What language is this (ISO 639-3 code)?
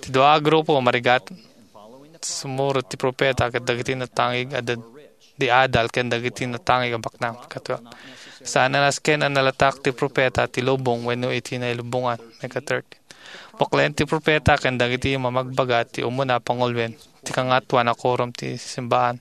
ilo